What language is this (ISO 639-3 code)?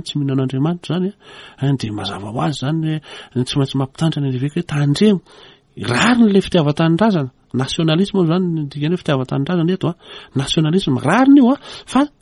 mlg